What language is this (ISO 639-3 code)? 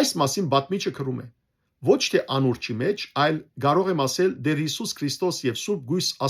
hyw